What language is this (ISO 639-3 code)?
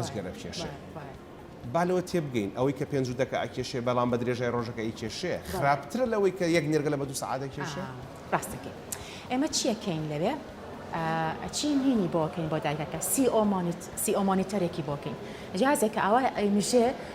ckb